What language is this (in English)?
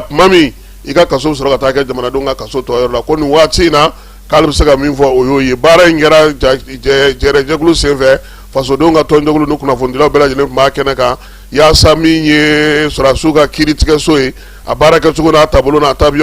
Bambara